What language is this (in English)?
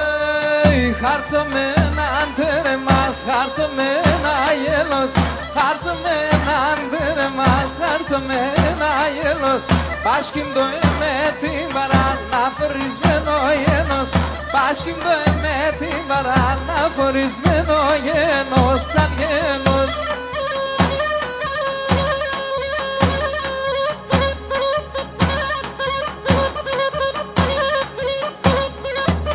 Greek